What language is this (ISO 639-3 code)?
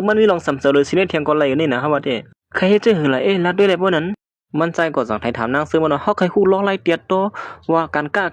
shn